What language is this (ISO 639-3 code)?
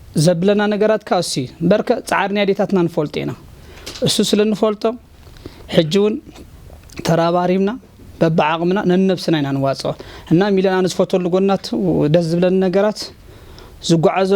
tir